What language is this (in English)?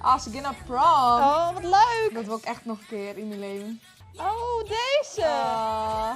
Western Frisian